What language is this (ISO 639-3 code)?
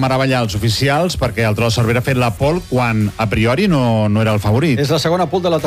cat